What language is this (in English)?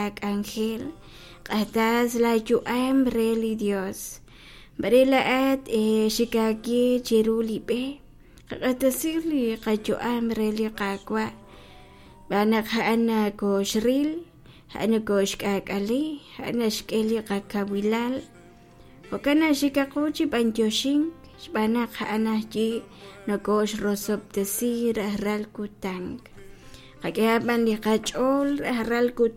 Kekchí